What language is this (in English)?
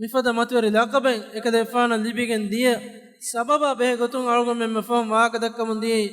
Divehi